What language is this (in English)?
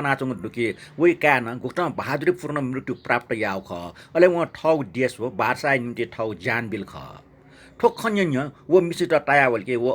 Newari